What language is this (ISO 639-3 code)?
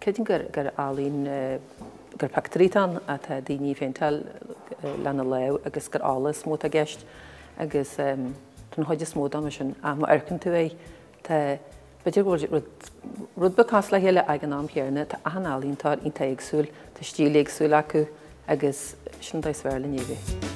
gle